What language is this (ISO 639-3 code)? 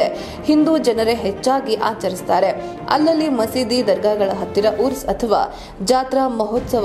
kan